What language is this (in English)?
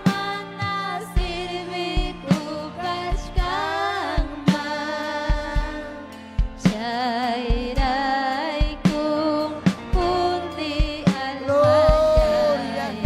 Ayacucho Quechua